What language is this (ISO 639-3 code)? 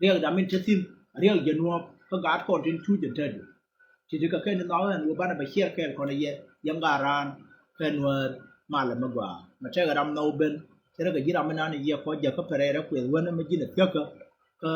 nus